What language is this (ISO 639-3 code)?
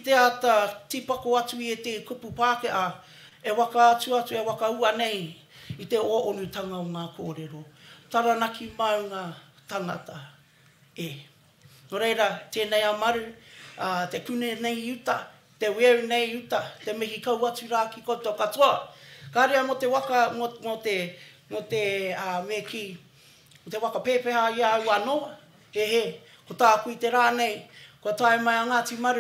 mri